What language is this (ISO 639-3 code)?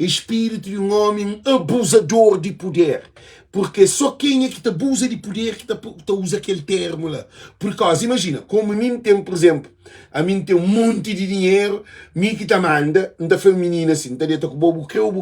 kea